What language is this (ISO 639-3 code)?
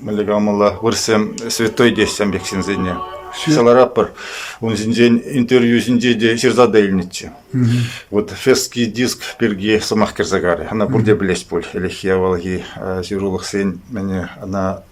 chv